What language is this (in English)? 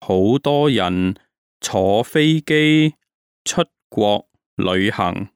Cantonese